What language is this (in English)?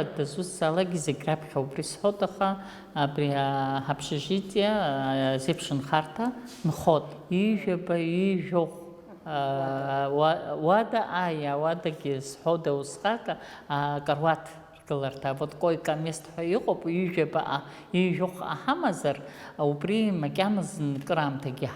Abkhazian